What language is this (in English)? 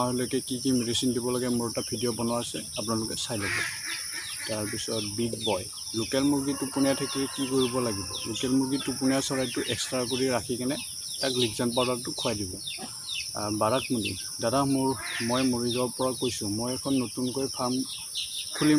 Assamese